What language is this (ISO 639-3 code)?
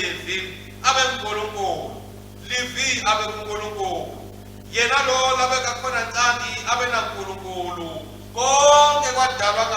ssw